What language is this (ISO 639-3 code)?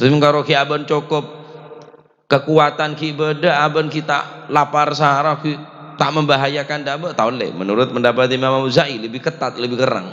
mad